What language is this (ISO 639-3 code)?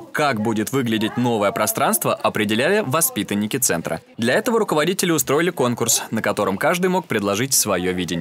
rus